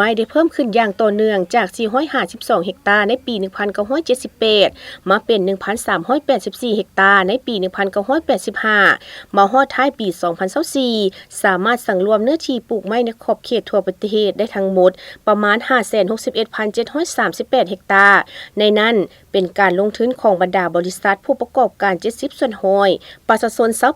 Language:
Lao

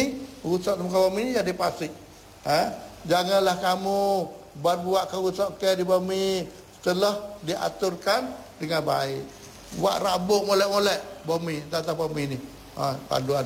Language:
Malay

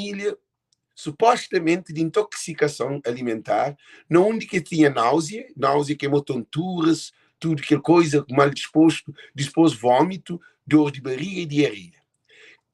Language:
Kabuverdianu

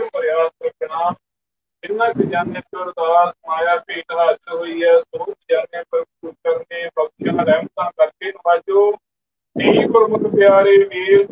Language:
Punjabi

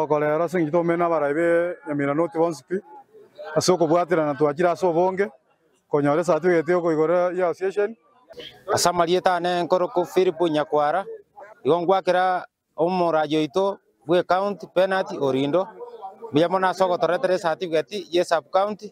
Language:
Gusii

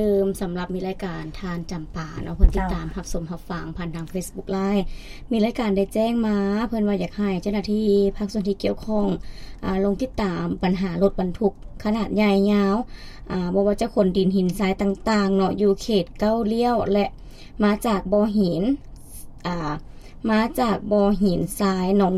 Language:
Lao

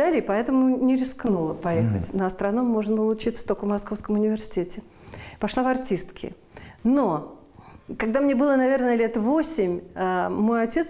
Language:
Russian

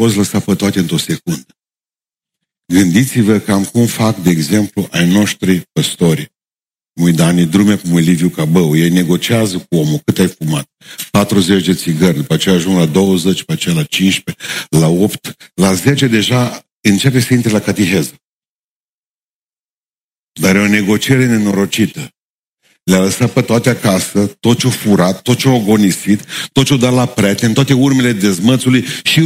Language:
Romanian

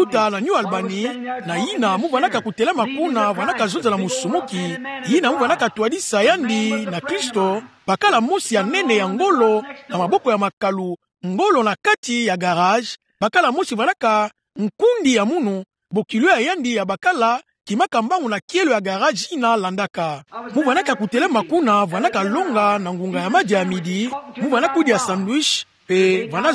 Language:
Kituba (Democratic Republic of Congo)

